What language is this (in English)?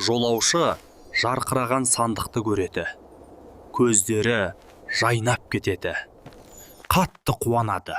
Kazakh